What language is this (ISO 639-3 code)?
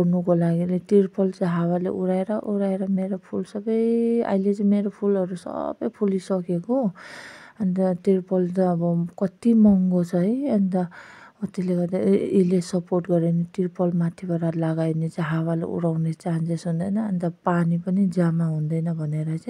nep